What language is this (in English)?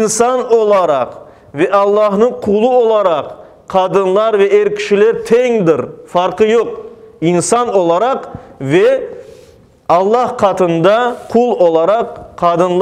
Crimean Tatar